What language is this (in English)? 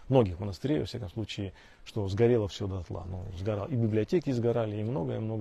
Russian